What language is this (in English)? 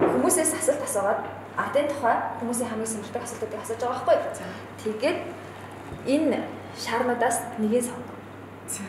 Mongolian